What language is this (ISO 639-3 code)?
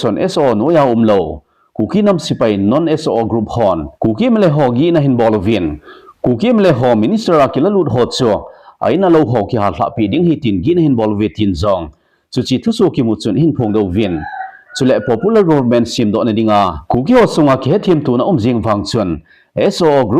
tcz